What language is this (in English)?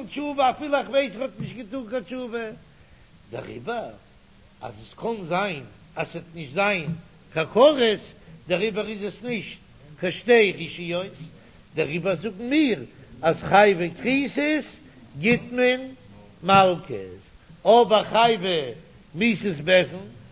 Yiddish